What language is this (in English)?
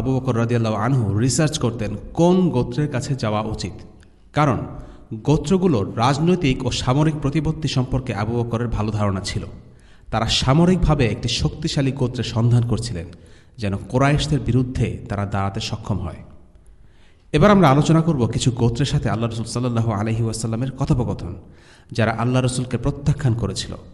Bangla